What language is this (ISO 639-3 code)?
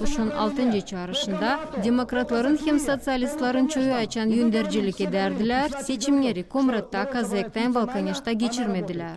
gag